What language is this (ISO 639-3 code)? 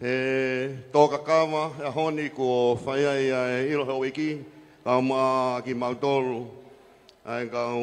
ton